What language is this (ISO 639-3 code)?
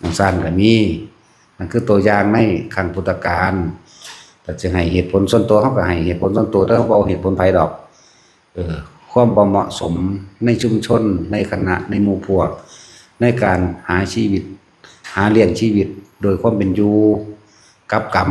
lao